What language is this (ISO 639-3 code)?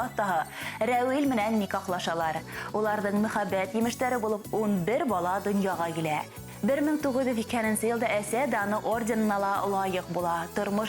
bak